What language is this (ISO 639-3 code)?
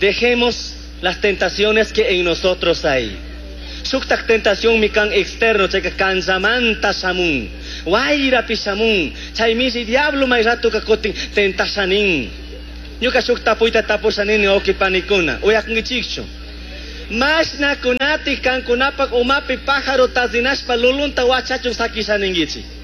qug